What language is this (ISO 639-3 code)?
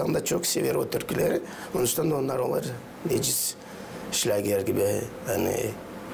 gag